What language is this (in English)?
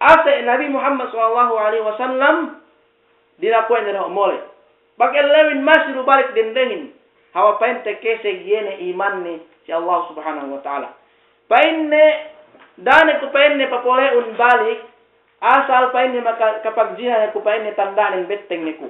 Yakan